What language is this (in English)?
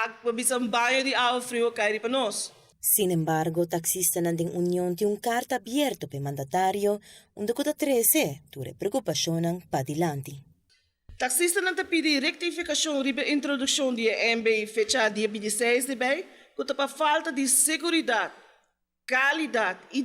Papiamento